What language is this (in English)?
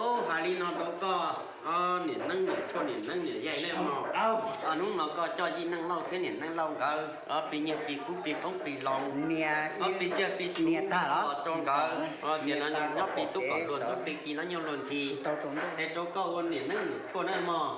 Hmong